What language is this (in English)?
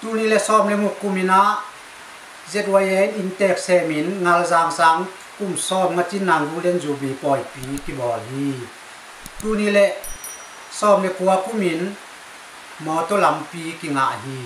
Tedim Chin